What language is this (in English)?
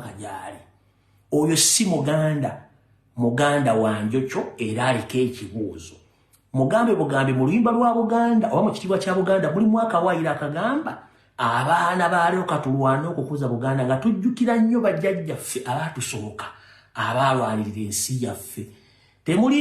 Ganda